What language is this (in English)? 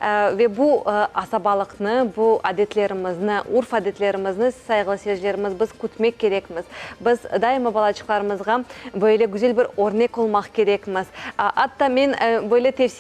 Crimean Tatar